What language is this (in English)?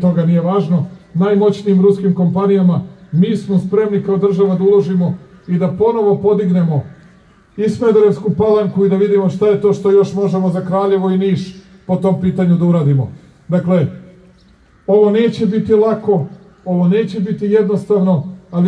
Serbian